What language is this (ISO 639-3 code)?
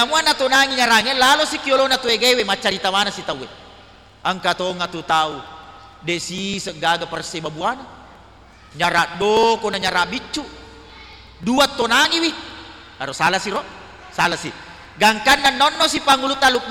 bug